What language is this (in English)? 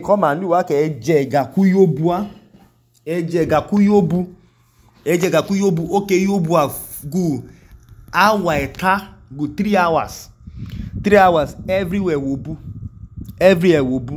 Idoma